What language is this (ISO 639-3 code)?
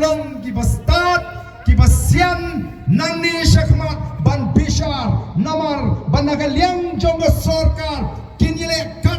kha